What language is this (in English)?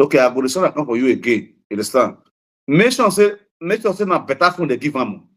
Nigerian Pidgin